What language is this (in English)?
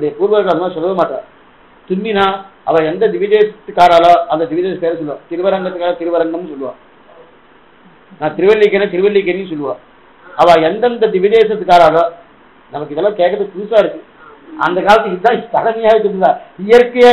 Tamil